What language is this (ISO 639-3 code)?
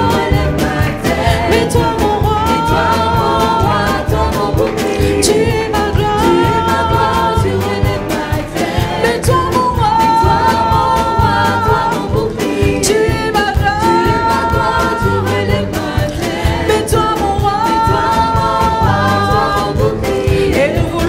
fra